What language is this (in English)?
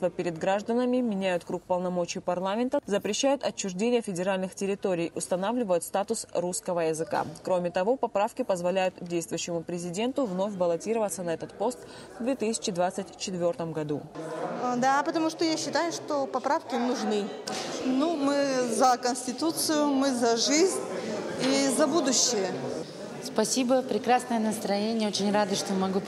Russian